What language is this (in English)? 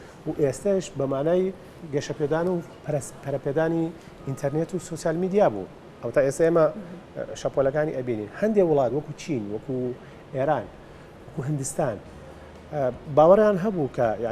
Central Kurdish